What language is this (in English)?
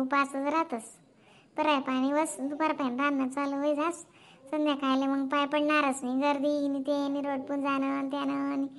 Khandesi